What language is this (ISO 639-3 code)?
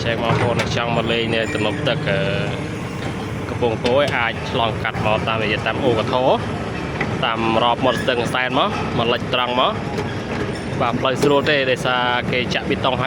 khm